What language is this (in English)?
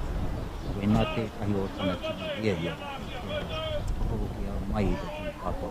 Māori